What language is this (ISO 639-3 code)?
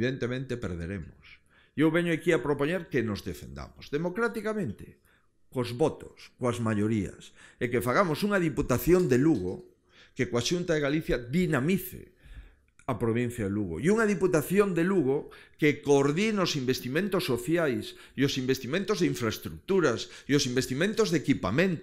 glg